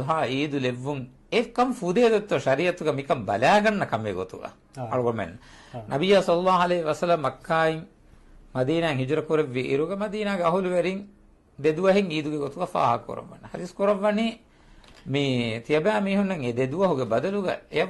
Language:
Divehi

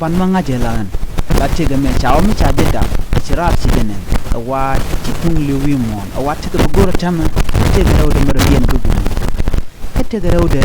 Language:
Nuer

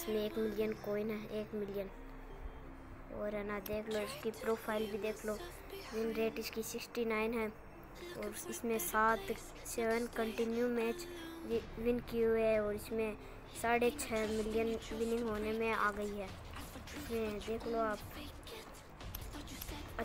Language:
Hindi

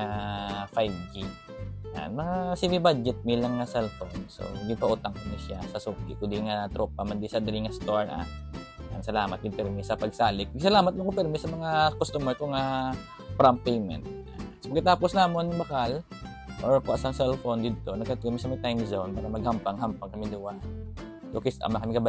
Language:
Hiligaynon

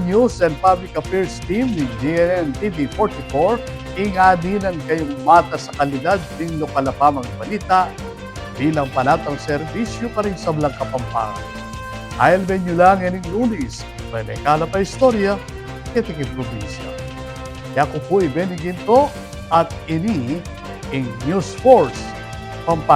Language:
Pampanga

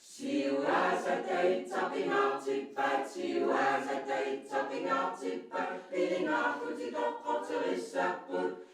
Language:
Kalaallisut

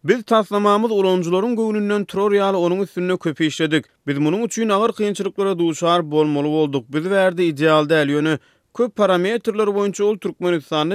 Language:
Turkmen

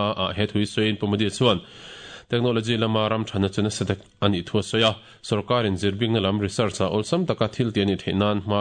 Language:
Mizo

